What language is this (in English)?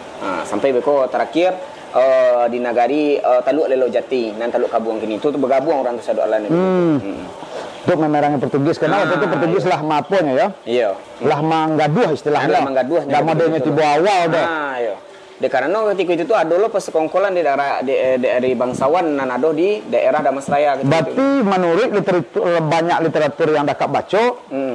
Minangkabau